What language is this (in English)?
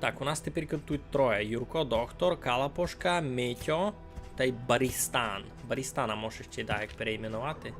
Rusyn